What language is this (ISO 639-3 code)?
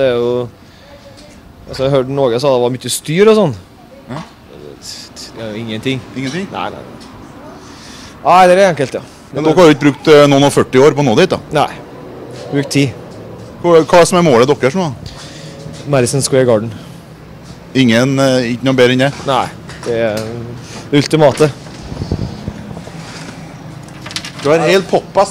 nor